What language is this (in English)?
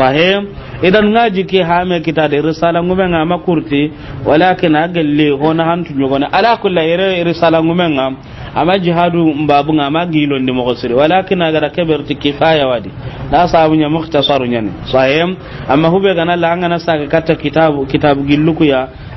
Soninke